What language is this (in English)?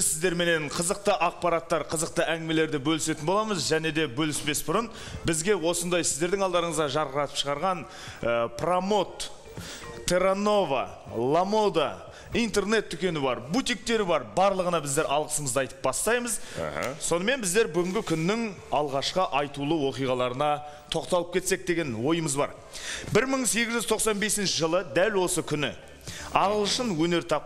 Kazakh